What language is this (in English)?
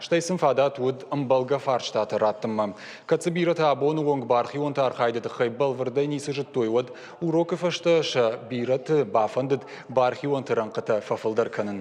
Ossetic